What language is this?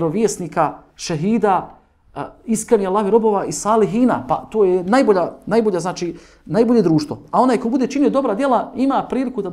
Bosnian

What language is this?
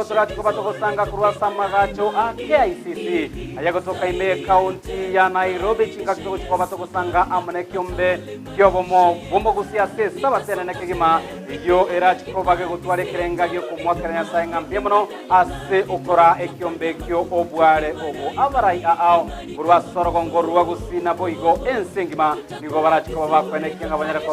Gusii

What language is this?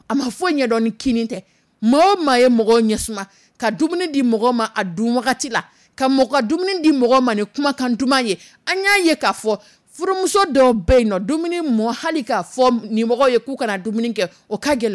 Dyula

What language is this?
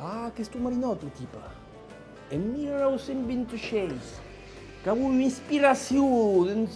Occitan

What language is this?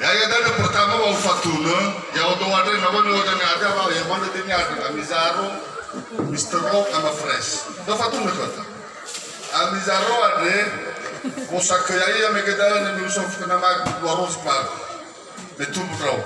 Nias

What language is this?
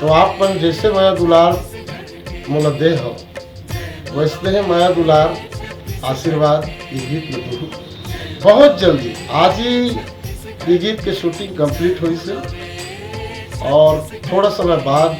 Chhattisgarhi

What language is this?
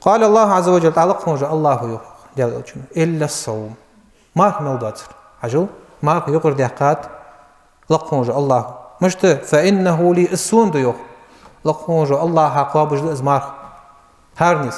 Ingush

